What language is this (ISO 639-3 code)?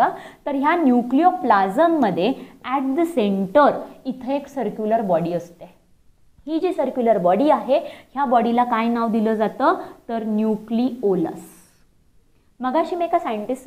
mar